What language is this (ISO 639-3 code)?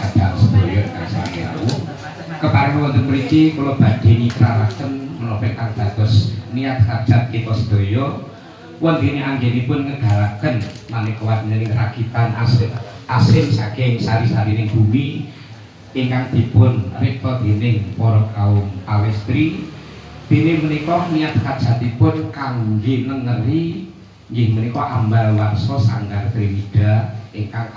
jav